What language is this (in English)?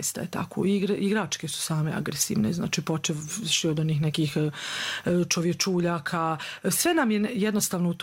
Croatian